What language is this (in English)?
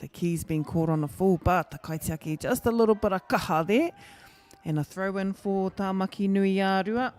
Māori